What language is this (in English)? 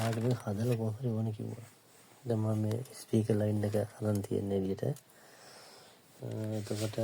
Sinhala